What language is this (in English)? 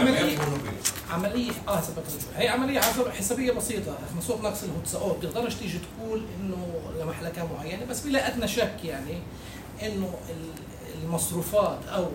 North Levantine Arabic